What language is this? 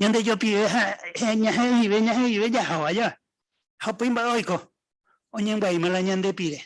Guarani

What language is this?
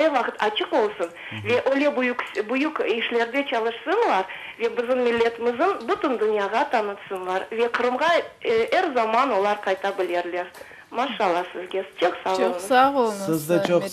Crimean Tatar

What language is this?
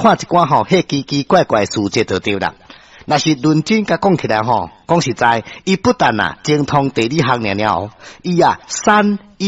Min Nan Chinese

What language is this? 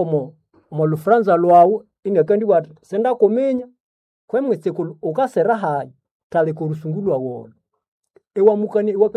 Nande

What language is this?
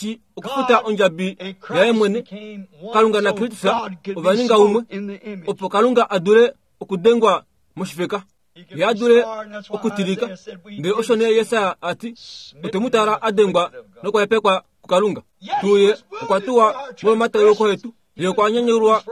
Kuanyama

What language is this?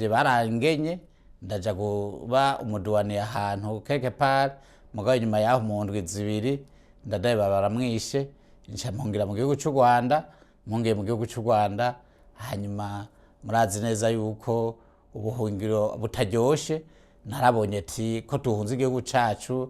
Rundi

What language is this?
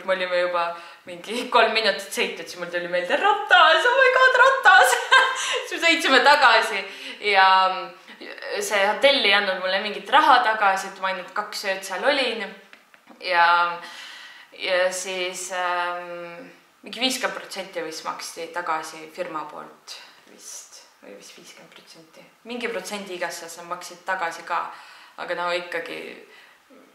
Estonian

